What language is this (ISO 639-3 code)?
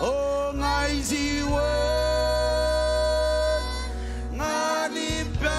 mah